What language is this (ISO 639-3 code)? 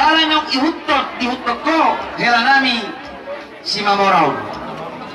bbc